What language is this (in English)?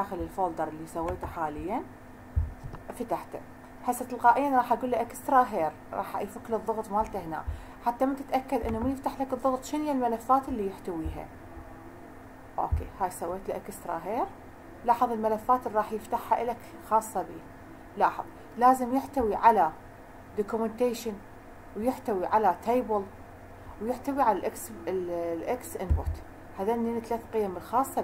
Mesopotamian Arabic